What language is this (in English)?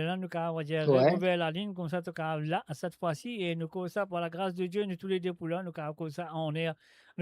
Morisyen